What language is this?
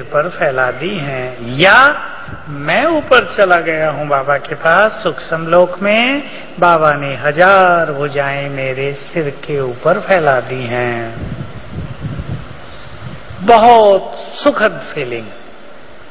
Hindi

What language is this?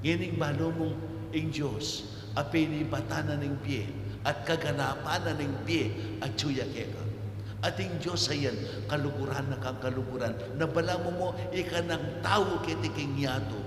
Pampanga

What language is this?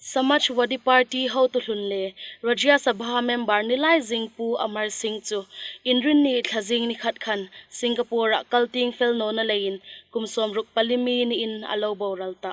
Hmar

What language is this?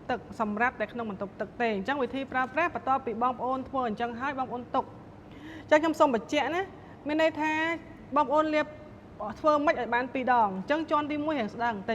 Khmer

